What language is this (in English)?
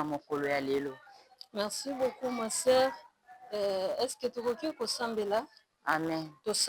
Lingala